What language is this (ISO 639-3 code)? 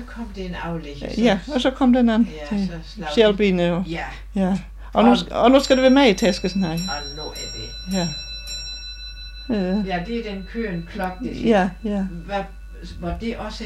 dan